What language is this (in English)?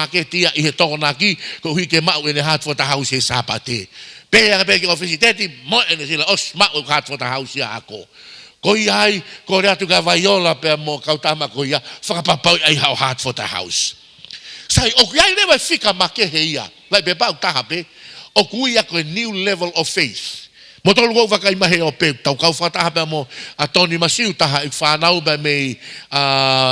Tongan